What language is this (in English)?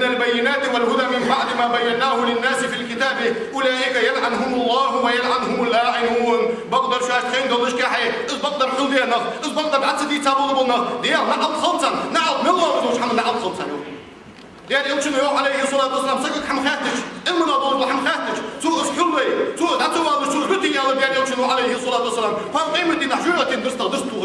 Ingush